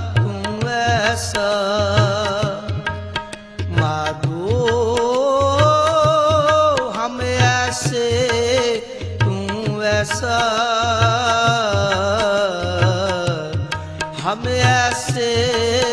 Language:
Hindi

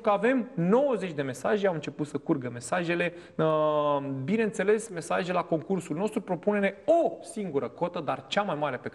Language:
Romanian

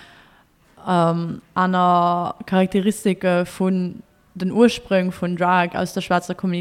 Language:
Luxembourgish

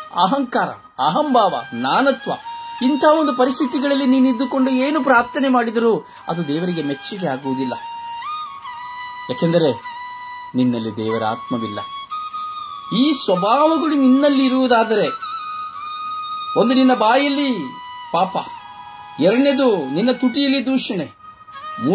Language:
Kannada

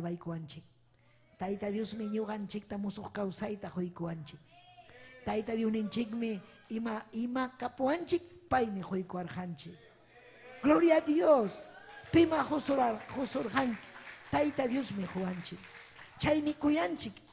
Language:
Ayacucho Quechua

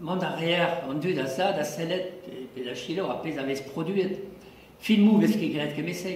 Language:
Breton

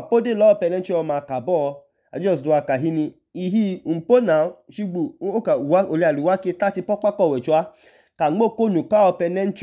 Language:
Idoma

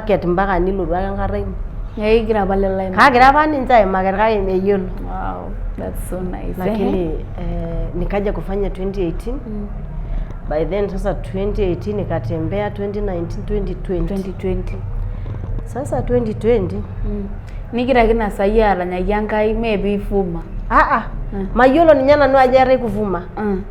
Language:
Masai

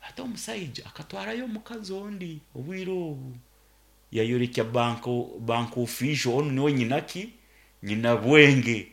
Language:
Nyankole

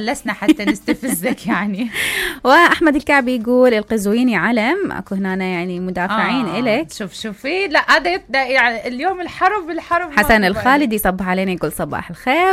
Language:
Mesopotamian Arabic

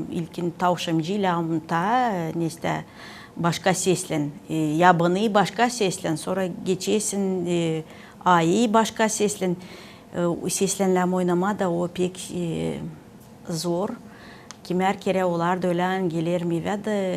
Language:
Gagauz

